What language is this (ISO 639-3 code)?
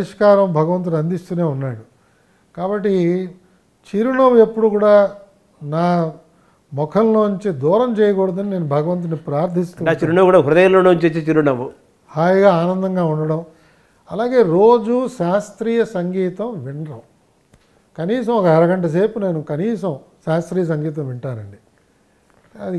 tel